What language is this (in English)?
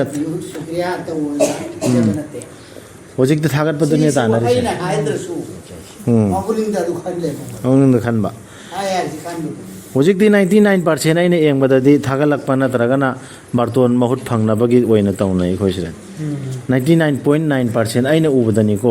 Manipuri